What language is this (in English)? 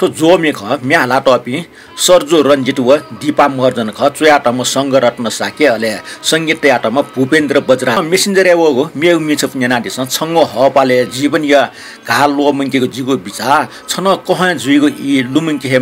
Newari